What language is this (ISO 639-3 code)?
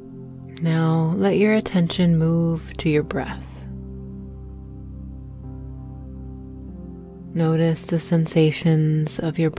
eng